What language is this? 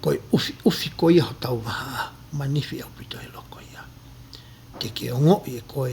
Tongan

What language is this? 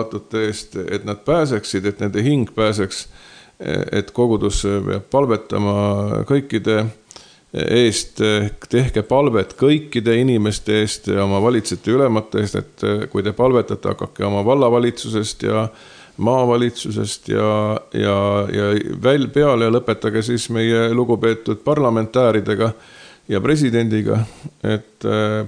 Estonian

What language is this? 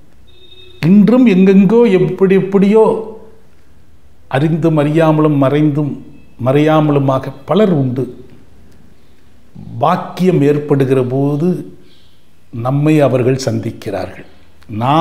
Tamil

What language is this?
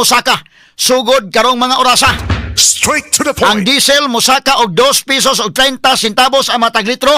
Cebuano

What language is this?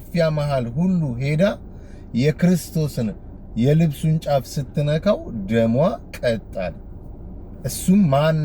Amharic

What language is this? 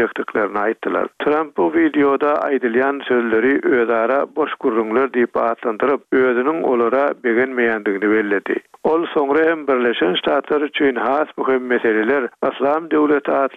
Turkmen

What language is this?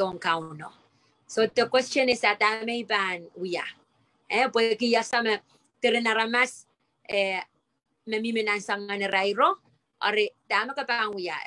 Pohnpeian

